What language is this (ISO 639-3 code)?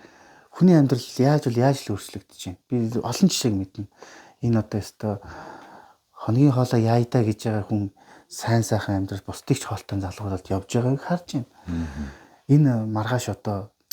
mon